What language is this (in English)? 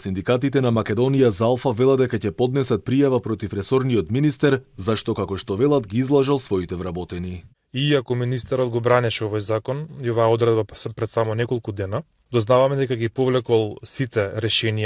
Macedonian